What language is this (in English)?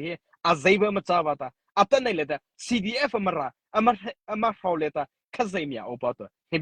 Mara Chin